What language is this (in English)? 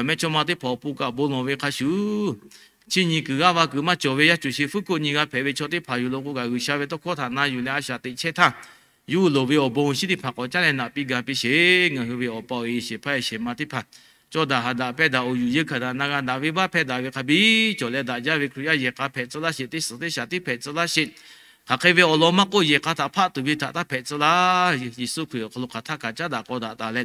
Lahu